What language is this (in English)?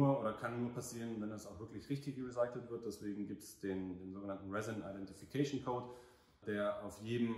German